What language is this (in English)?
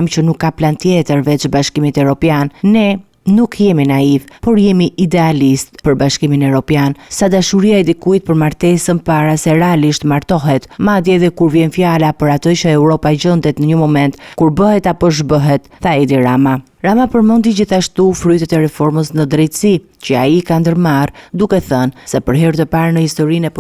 Albanian